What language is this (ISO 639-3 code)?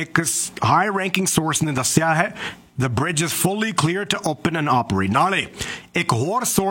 pan